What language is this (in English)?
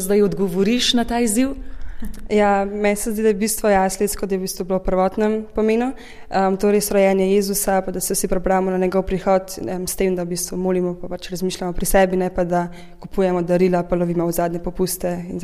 Slovenian